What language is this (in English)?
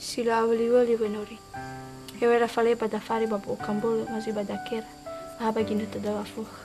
Nias